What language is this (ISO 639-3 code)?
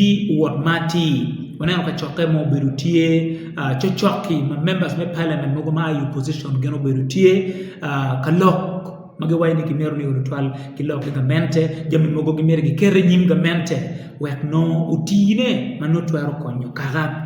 ach